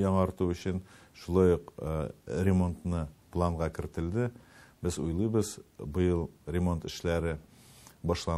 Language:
Tatar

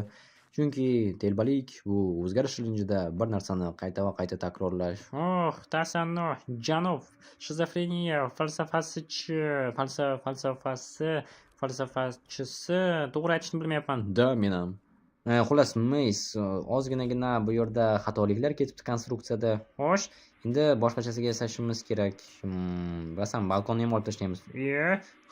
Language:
Uzbek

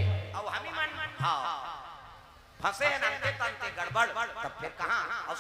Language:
Chhattisgarhi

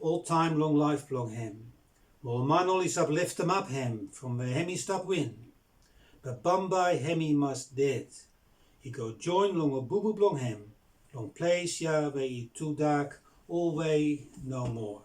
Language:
Bislama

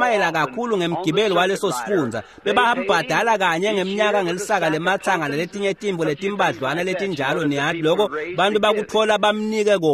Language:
Swati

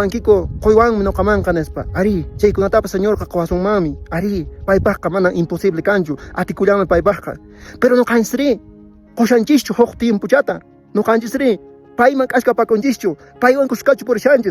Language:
Quechua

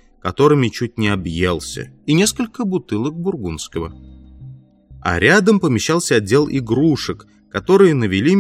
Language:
Russian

